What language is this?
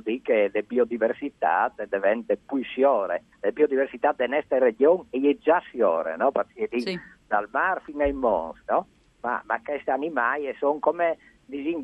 Friulian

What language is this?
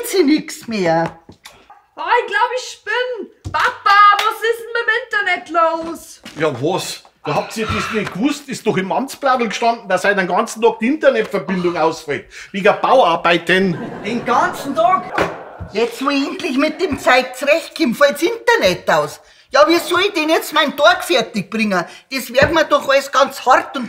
Bavarian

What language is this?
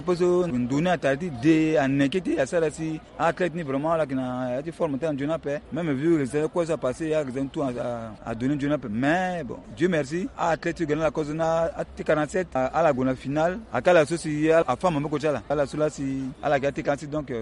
Sango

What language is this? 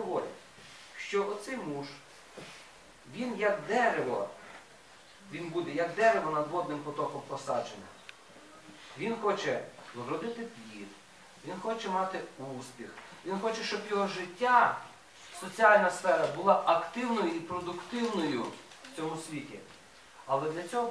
Ukrainian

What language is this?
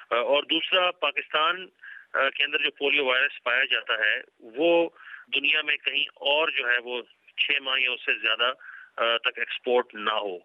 Urdu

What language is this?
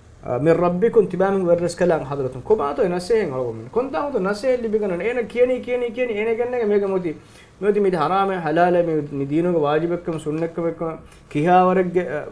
Divehi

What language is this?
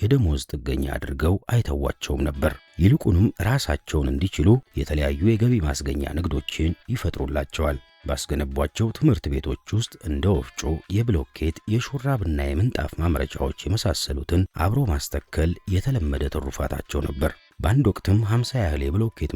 Amharic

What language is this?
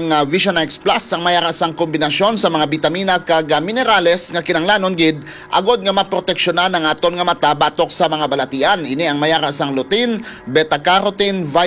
Hiligaynon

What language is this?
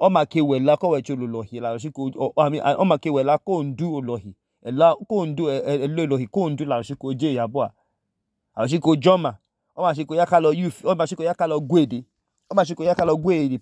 Idoma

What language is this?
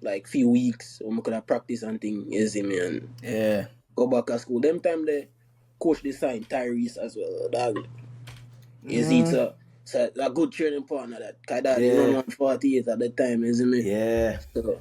Jamaican Creole English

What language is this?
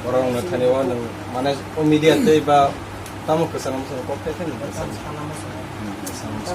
Kok Borok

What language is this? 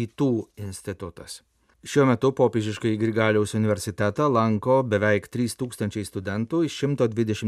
Lithuanian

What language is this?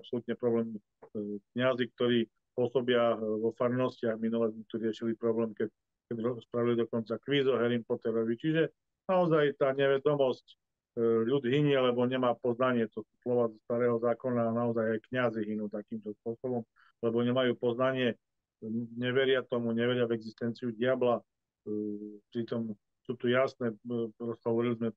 Slovak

